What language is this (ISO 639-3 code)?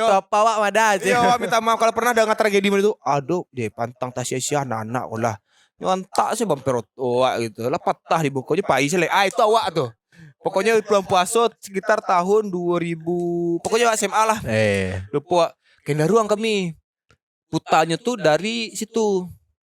min